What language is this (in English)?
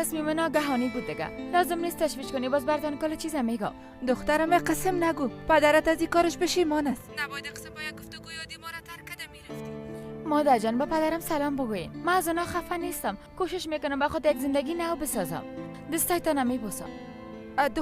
Persian